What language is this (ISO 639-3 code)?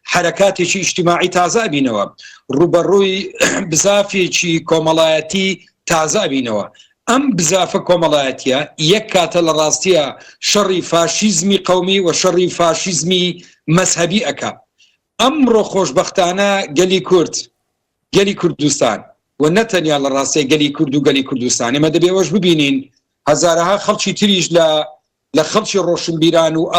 ckb